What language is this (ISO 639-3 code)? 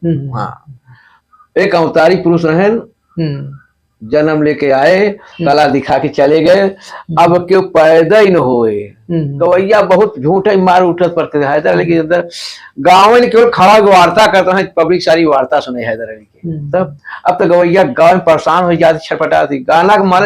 awa